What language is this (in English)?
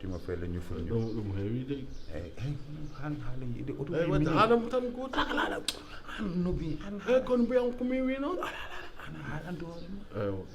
Fula